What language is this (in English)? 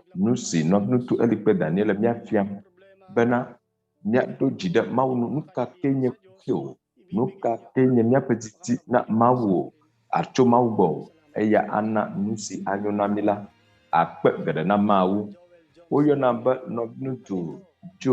Ewe